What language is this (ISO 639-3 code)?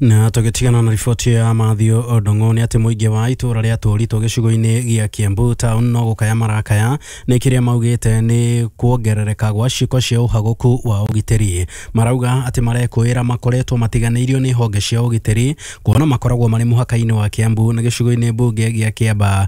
kik